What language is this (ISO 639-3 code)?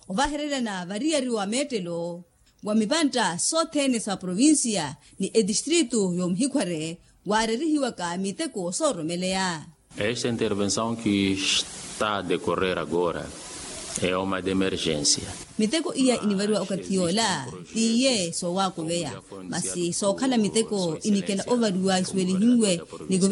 vmw